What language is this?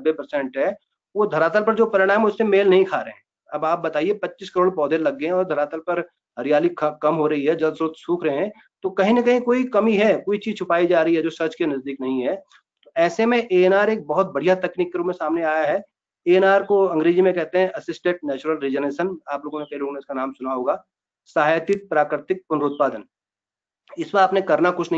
Hindi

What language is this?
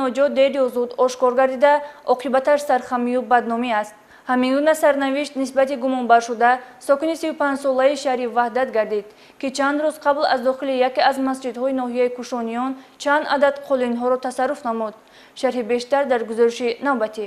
Tajik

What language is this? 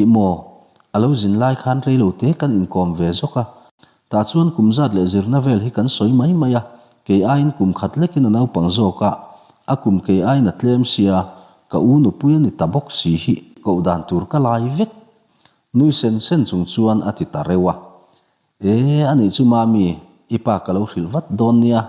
Mizo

